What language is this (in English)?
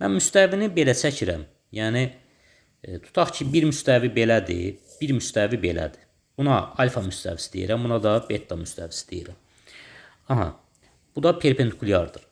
Azerbaijani